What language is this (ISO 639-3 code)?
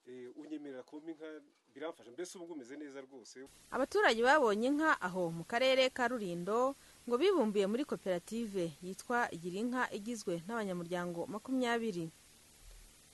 kin